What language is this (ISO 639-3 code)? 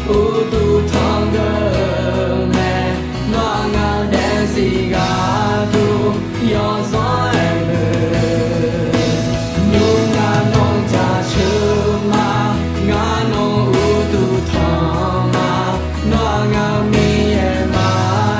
ahk